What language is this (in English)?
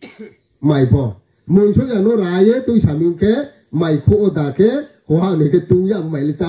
Riang (India)